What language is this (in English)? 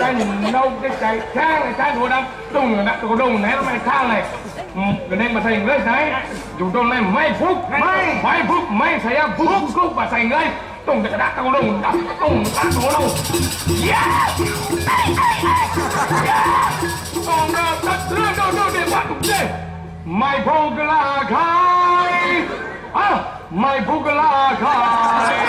Balinese